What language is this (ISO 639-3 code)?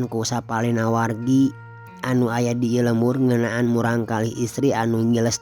sun